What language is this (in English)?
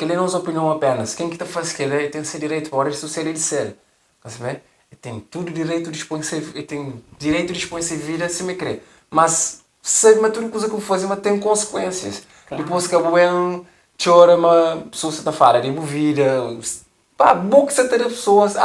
Kabuverdianu